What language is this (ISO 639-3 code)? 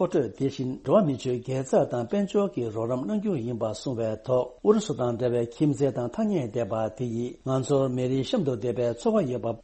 bod